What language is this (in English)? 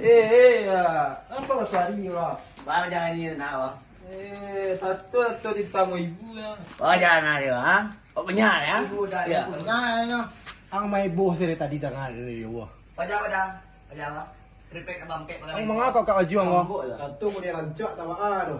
Minangkabau